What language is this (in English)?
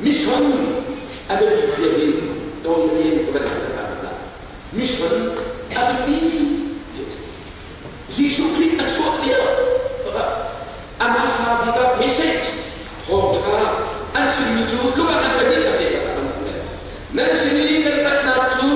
Hakha Chin